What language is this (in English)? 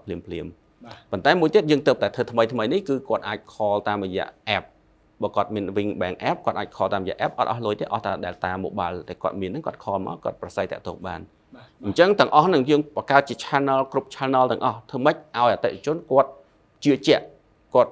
Khmer